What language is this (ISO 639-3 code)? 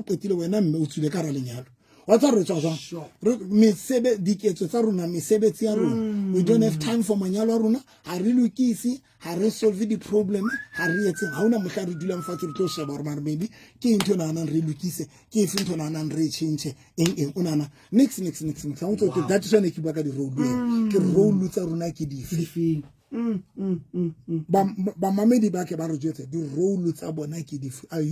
sot